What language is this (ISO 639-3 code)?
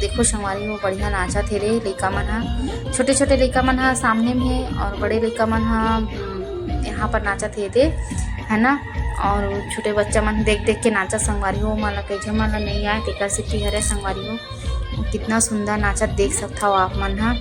hne